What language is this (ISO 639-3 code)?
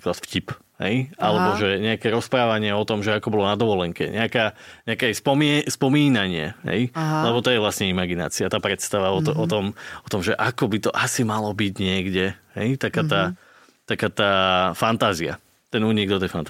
slk